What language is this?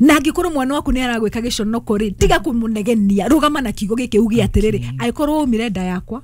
Kikuyu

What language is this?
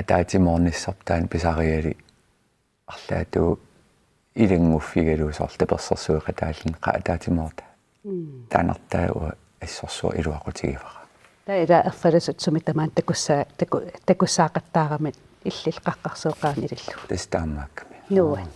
Kalaallisut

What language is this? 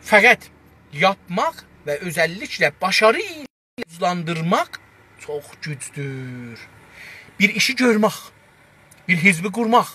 South Azerbaijani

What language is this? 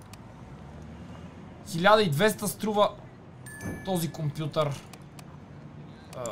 Bulgarian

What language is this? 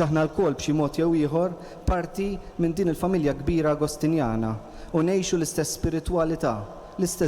Maltese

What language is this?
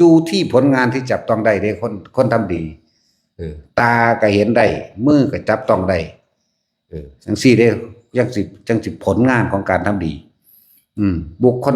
Northeastern Thai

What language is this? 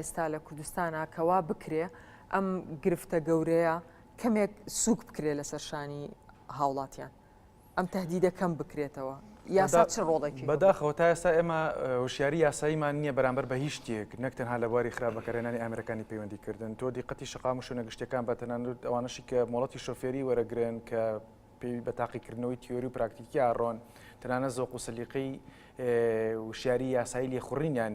Central Kurdish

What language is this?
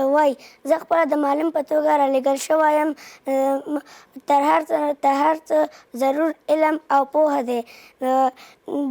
Pashto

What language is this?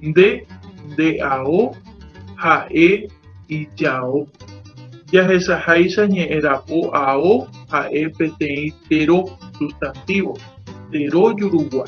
Guarani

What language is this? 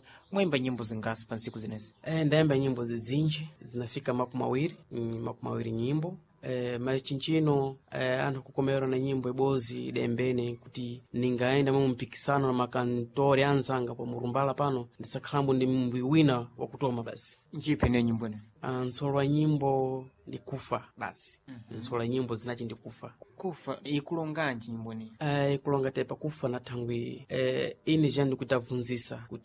Sena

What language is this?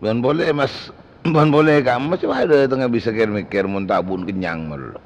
Madurese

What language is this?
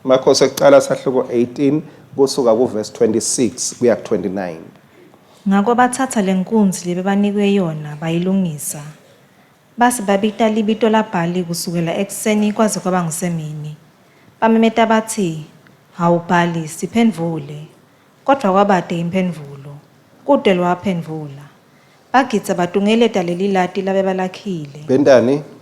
Swati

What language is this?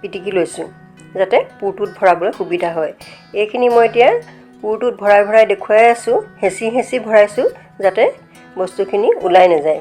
Assamese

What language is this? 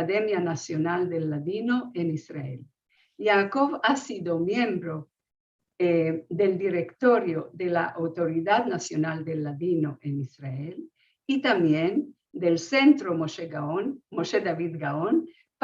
Ladino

